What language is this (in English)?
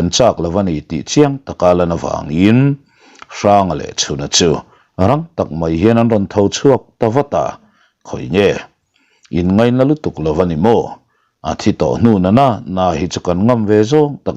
Mizo